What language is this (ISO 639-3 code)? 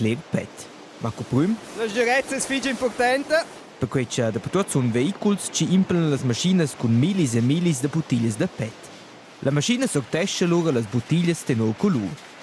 roh